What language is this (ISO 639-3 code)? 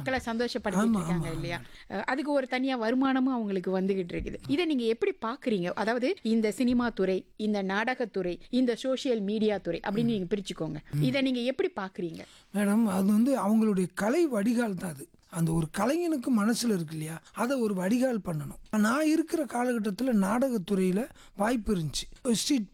tam